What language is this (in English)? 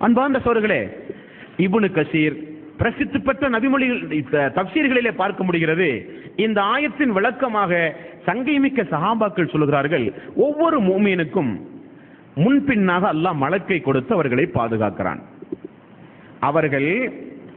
Tamil